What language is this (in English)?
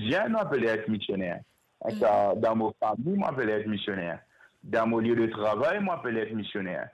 Morisyen